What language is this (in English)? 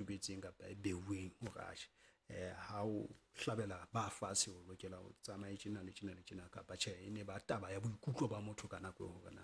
Southern Sotho